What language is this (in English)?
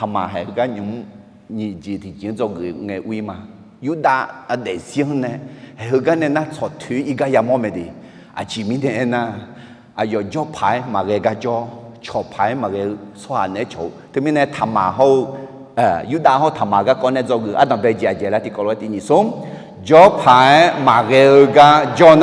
Akha